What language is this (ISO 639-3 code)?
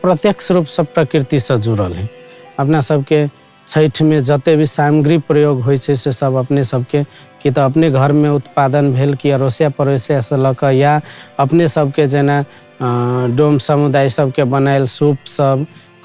mai